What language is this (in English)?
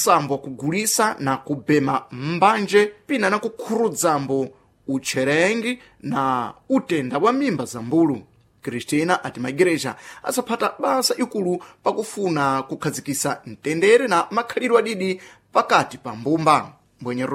Sena